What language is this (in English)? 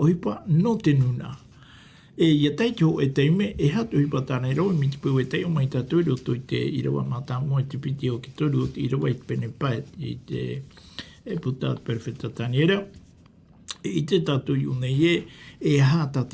Tahitian